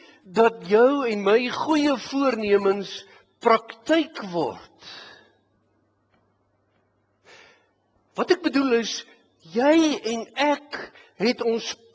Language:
Afrikaans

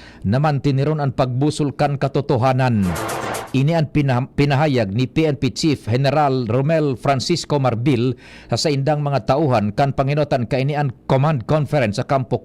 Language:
Bikol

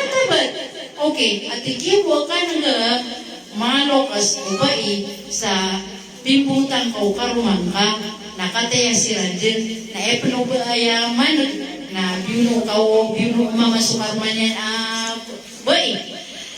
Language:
Maranao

